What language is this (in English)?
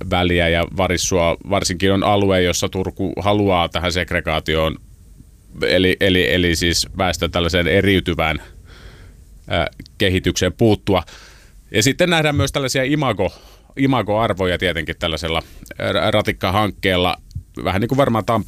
Finnish